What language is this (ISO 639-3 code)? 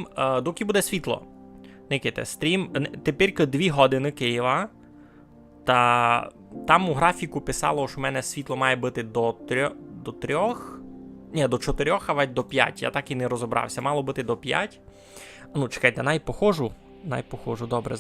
rue